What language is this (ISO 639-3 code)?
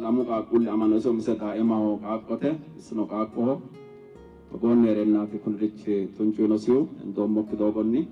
sid